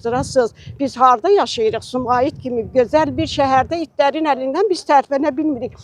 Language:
Azerbaijani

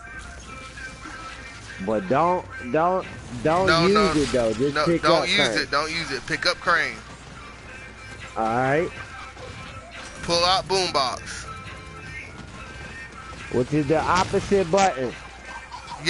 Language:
English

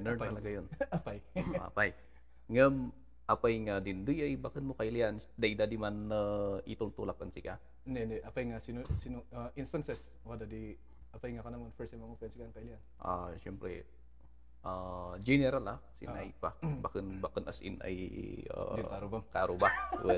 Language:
Kankanaey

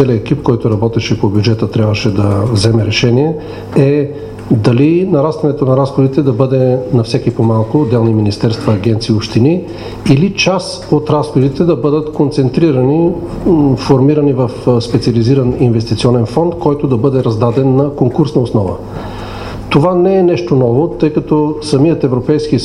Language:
Bulgarian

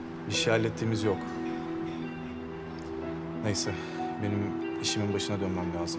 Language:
Turkish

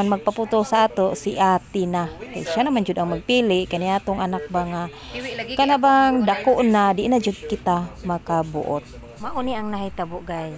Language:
Cebuano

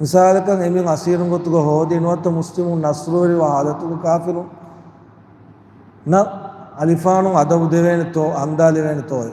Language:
Divehi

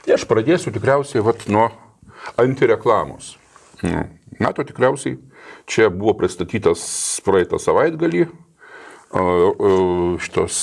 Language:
Lithuanian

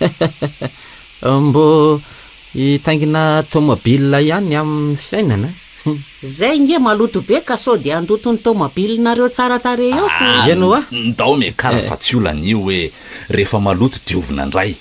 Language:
Malagasy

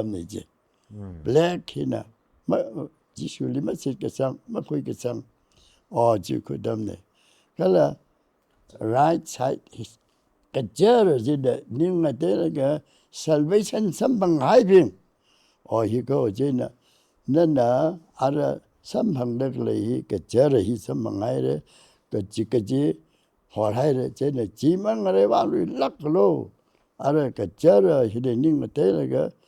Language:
Tangkhul Naga (India)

